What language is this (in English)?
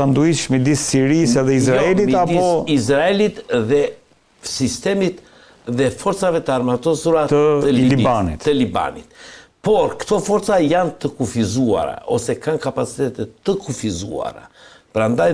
Albanian